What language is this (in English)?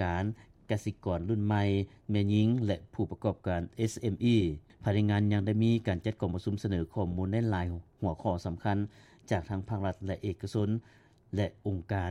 Lao